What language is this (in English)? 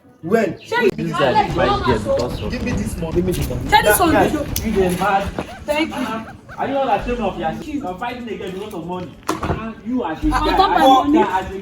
Nigerian Pidgin